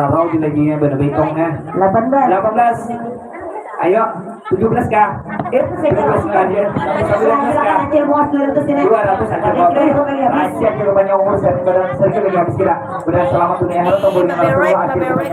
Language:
Banjar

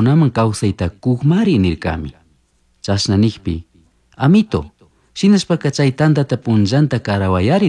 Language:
Chimborazo Highland Quichua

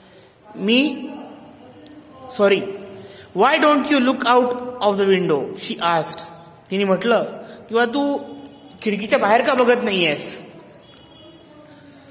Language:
Marathi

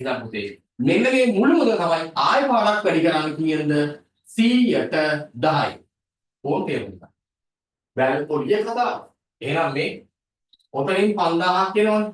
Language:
Sinhala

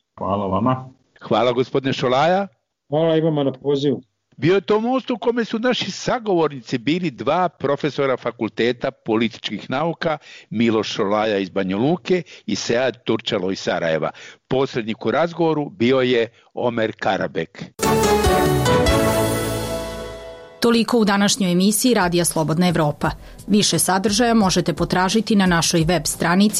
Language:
Bosnian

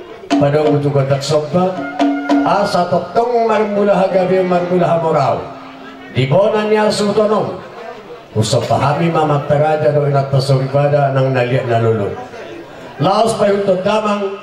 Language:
Batak Toba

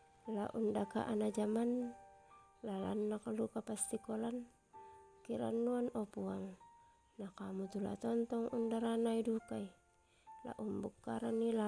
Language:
Toraja-Sa'dan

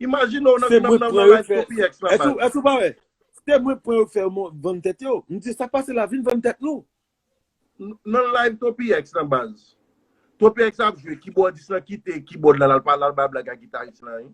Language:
Haitian Creole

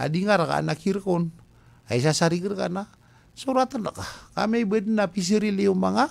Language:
Maranao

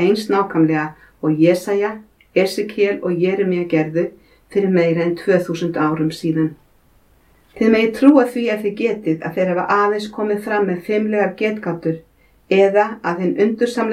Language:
Icelandic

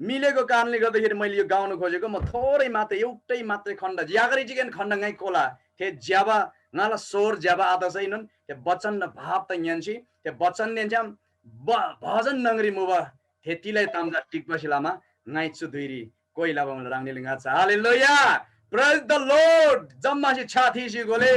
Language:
Eastern Tamang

